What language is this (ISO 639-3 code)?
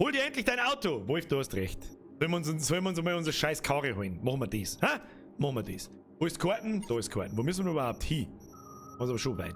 bar